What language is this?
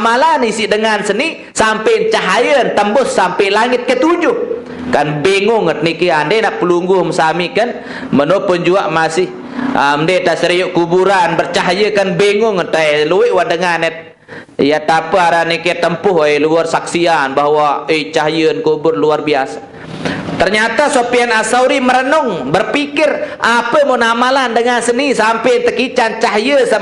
Sasak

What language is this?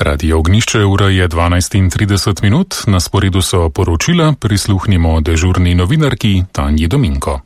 Slovenian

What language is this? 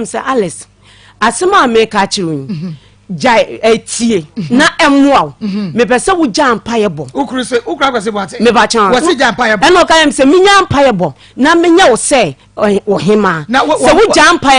Akan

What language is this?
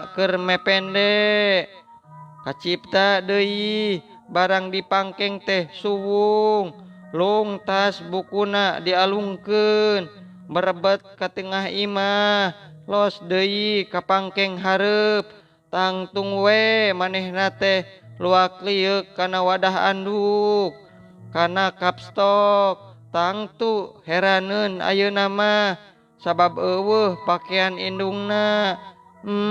Sundanese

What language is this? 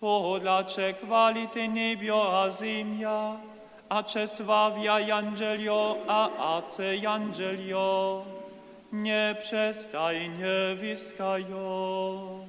Upper Sorbian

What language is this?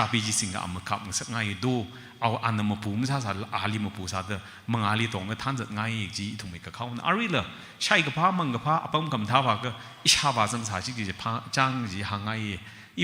Tangkhul Naga (India)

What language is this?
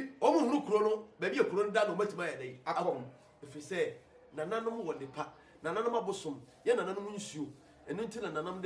Akan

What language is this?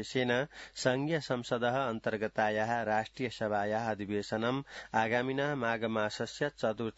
Sanskrit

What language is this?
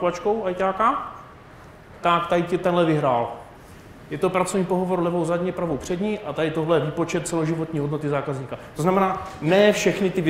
Czech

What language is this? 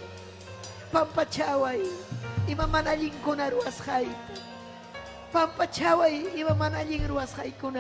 Ayacucho Quechua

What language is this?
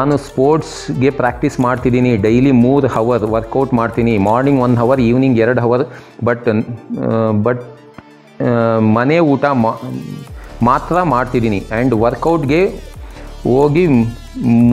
Kannada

